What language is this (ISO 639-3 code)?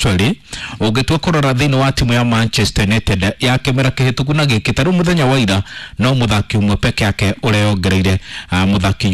kik